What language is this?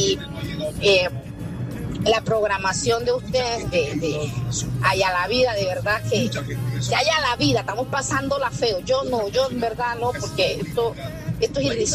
Spanish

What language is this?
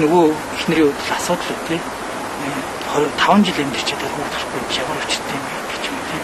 Mongolian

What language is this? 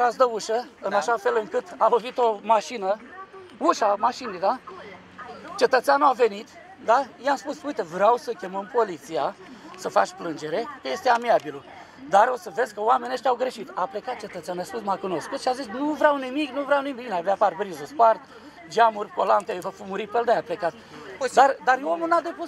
Romanian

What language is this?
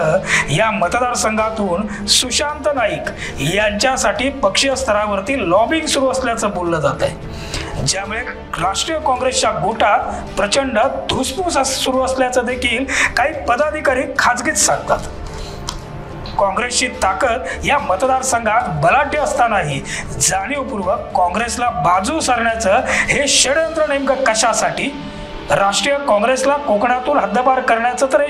Marathi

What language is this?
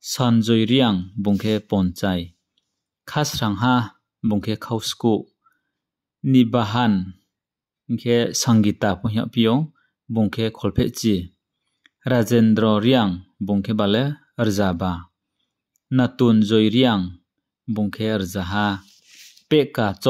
Riang (India)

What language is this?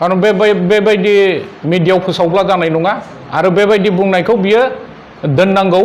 Bodo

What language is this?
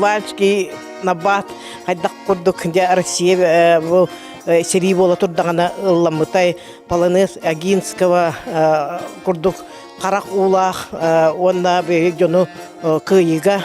Yakut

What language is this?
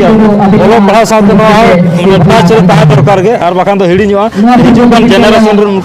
Santali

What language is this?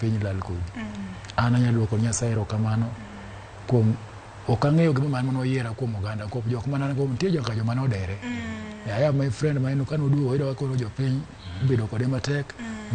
Luo (Kenya and Tanzania)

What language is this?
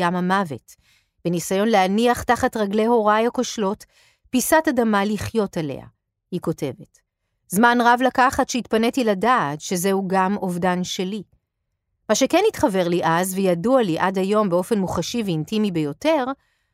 Hebrew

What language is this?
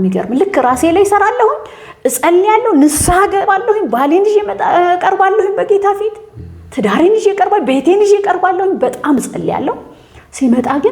Amharic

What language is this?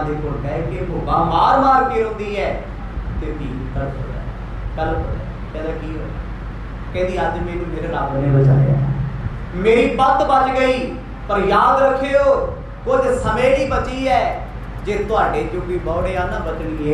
Punjabi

